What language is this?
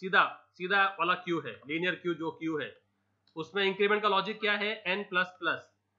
Hindi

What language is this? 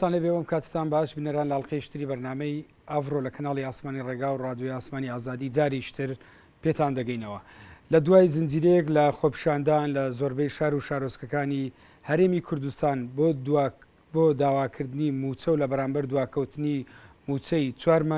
Central Kurdish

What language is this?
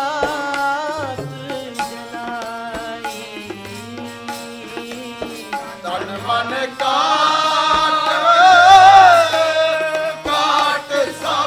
Punjabi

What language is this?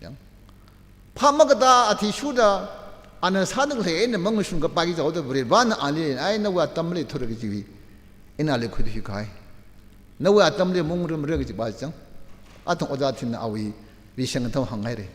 Tangkhul Naga (India)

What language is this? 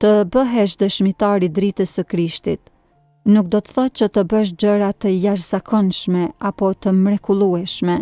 Albanian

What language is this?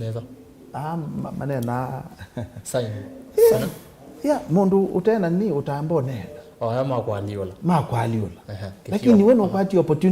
Kamba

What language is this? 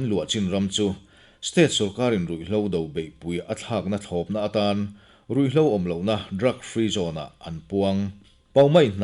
Mizo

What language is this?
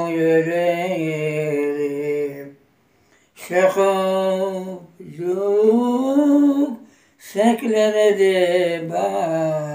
Crimean Tatar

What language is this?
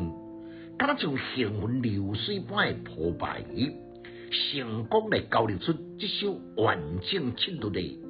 Min Nan Chinese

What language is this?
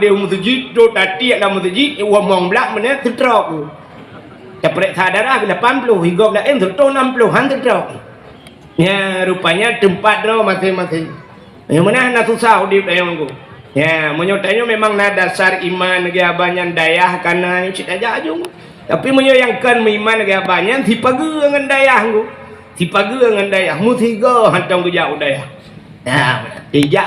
Achinese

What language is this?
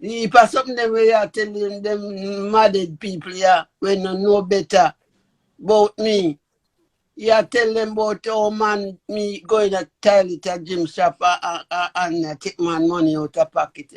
Jamaican Creole English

